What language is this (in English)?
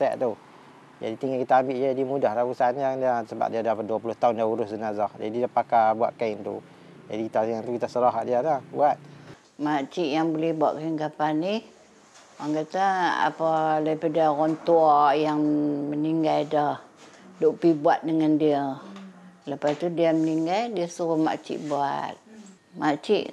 Malay